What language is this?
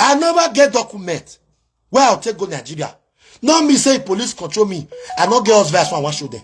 Nigerian Pidgin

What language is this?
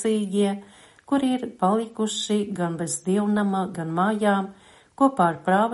Latvian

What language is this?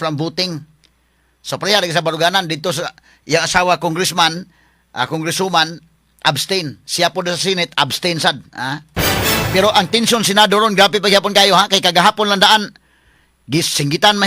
Cebuano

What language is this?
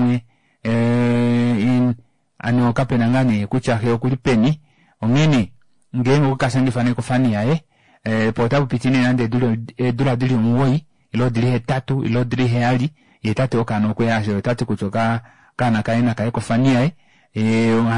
Kuanyama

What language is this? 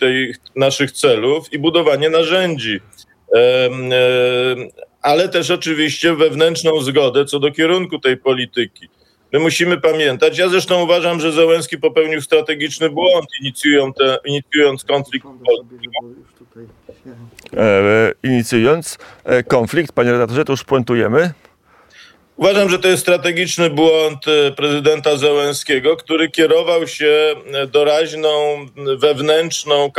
Polish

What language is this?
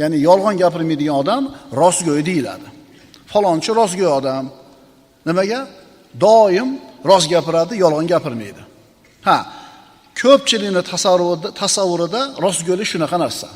Uzbek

